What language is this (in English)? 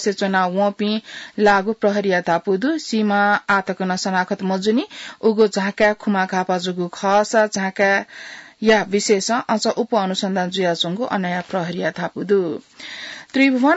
Newari